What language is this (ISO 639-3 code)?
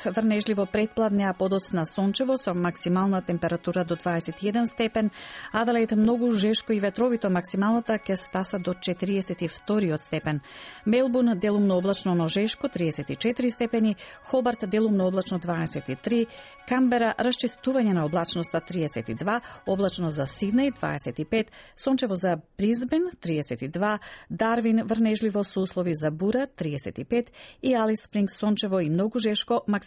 mkd